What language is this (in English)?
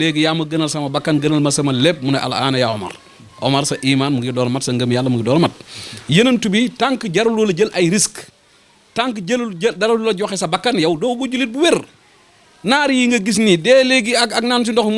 Wolof